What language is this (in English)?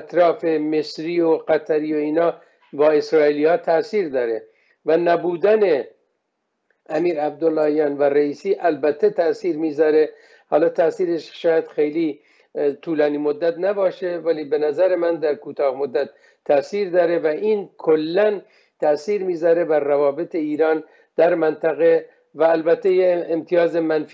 Persian